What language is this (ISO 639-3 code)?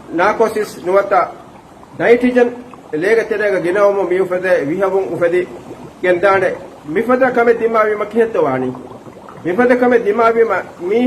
div